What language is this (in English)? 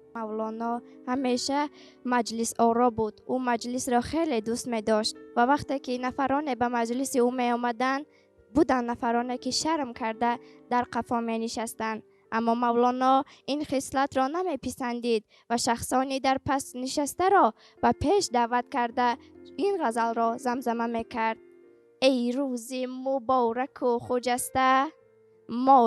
Tajik